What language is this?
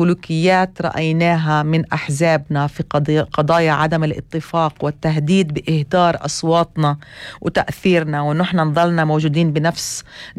North Levantine Arabic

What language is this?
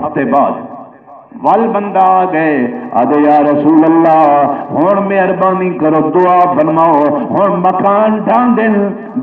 Saraiki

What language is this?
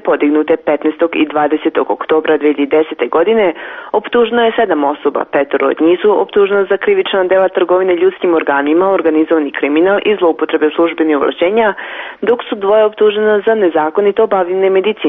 Serbian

